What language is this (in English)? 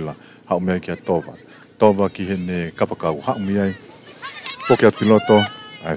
Tongan